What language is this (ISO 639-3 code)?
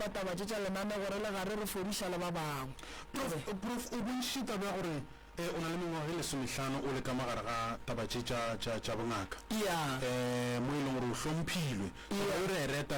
nso